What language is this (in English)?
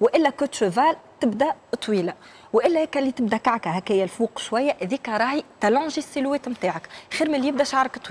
Tunisian Arabic